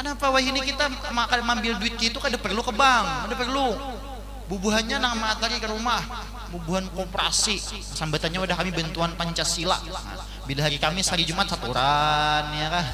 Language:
Banjar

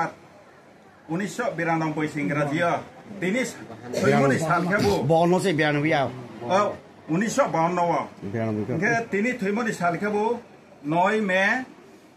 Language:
Riang (India)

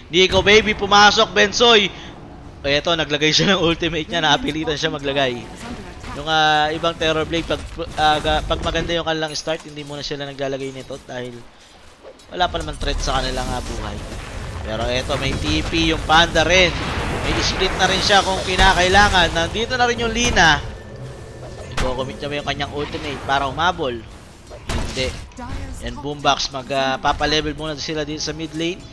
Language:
Filipino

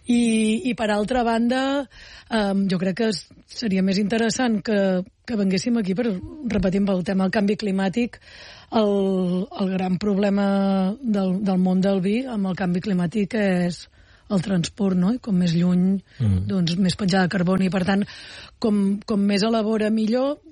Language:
Catalan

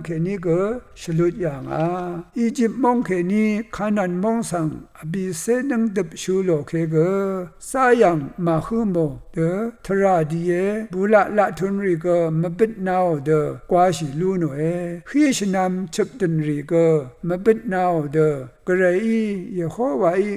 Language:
Rawang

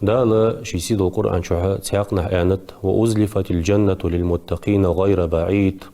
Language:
Ingush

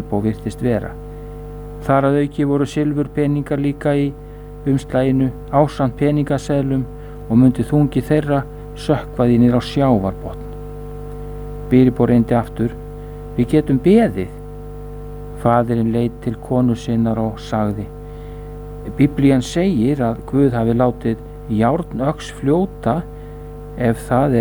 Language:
Icelandic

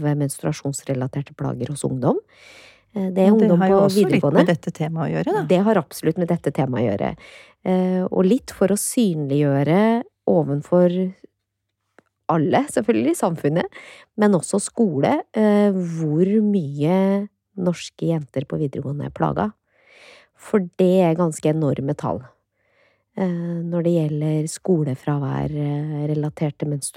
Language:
Norwegian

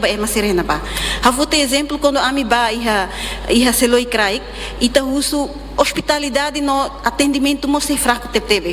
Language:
Tetum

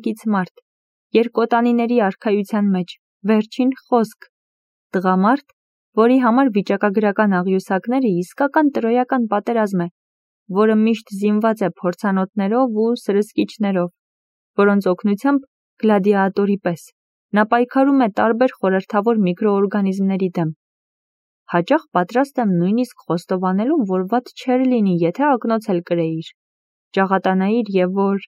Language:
Armenian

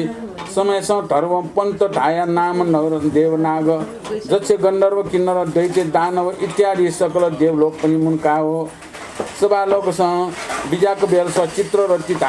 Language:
Newari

